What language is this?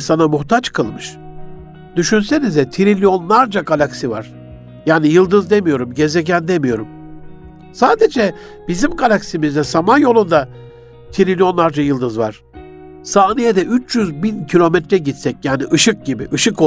Turkish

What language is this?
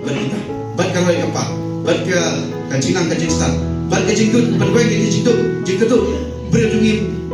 Khasi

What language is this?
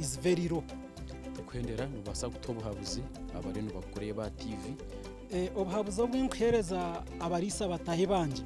Nyankole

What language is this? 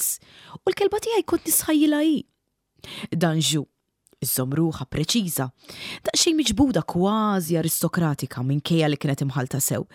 Maltese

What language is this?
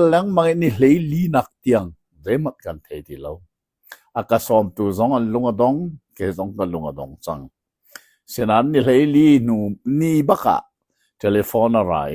Hakha Chin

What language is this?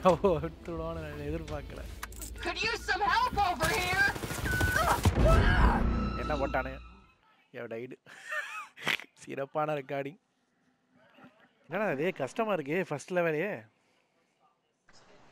Tamil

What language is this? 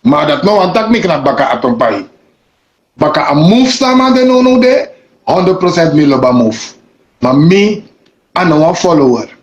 Sranan Tongo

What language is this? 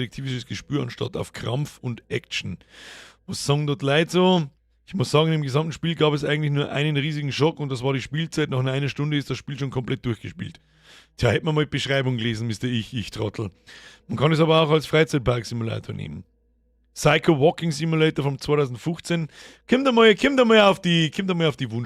Bavarian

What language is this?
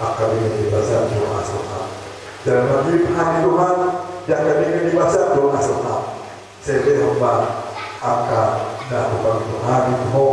Batak Toba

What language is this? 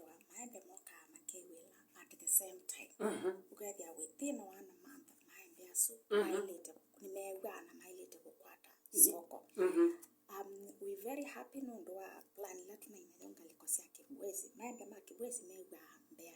Kamba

